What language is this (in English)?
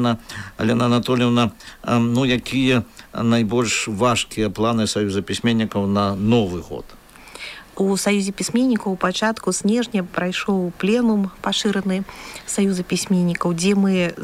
Belarusian